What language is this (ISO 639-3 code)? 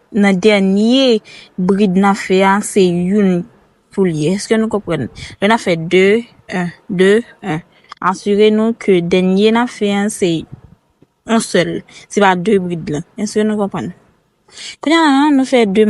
hat